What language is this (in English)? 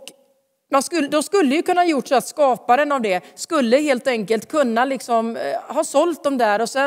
Swedish